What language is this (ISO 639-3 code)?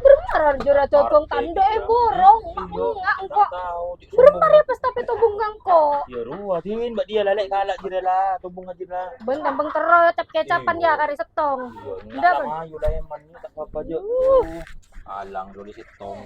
mad